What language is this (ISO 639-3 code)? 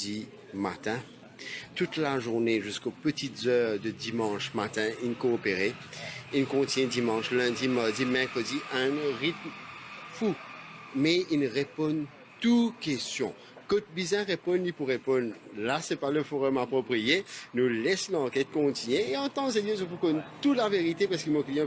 mfe